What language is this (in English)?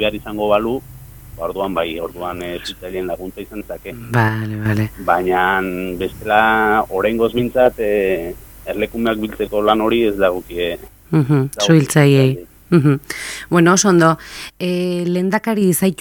Basque